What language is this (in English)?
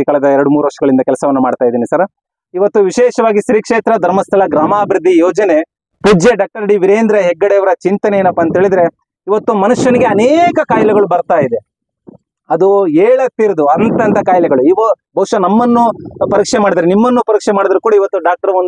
Kannada